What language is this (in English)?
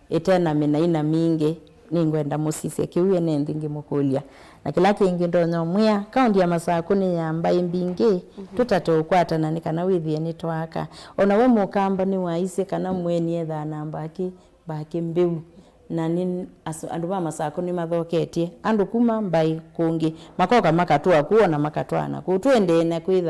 Kamba